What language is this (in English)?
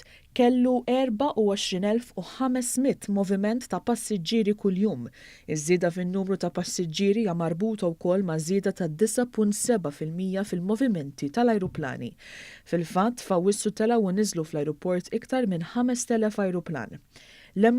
Maltese